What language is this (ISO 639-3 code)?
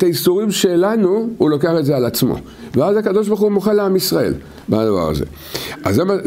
heb